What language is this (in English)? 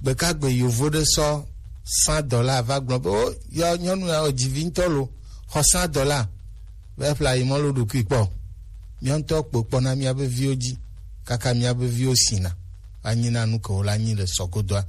Gen